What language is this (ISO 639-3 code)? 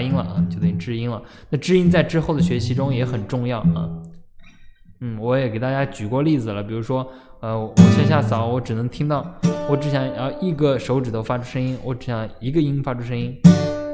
zho